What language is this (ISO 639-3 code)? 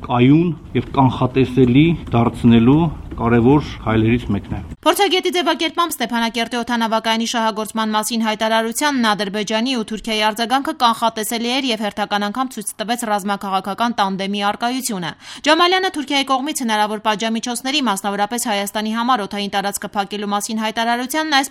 hye